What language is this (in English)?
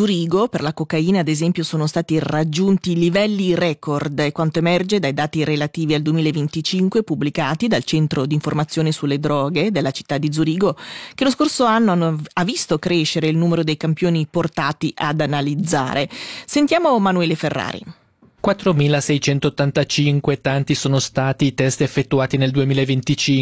Italian